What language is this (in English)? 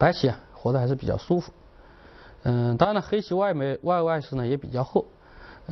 Chinese